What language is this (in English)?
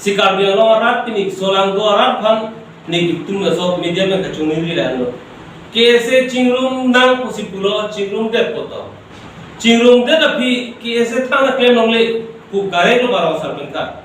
Karbi